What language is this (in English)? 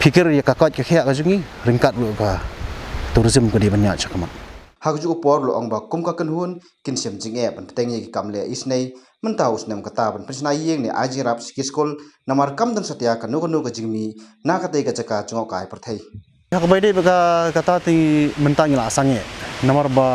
Khasi